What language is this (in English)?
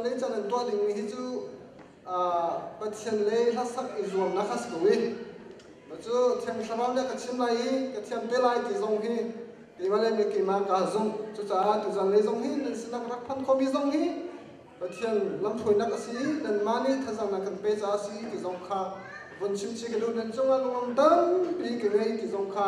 Hakha Chin